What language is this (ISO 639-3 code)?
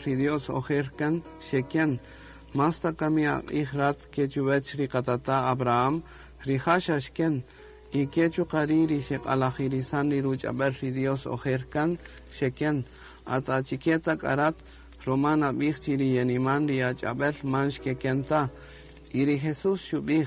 cak